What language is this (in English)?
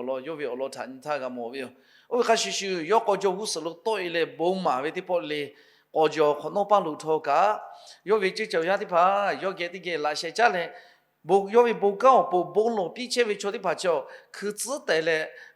Lahu